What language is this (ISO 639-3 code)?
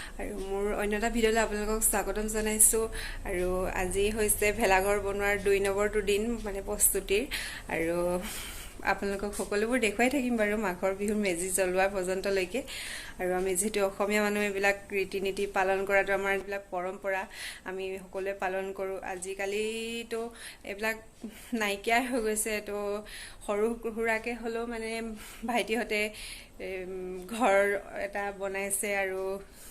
asm